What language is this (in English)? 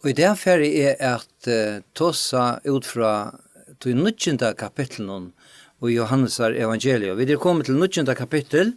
Faroese